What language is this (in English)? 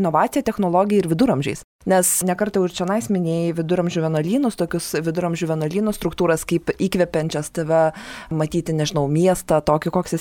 Lithuanian